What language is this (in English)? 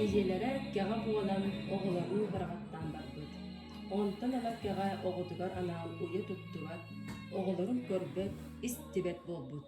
Yakut